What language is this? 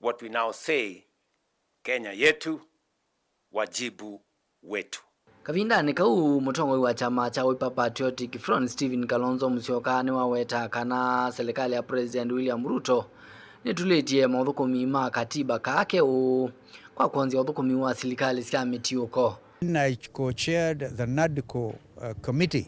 Kamba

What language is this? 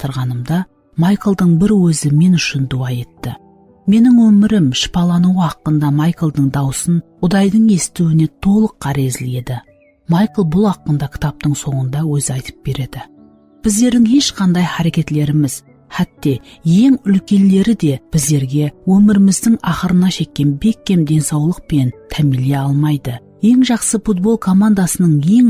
Kara-Kalpak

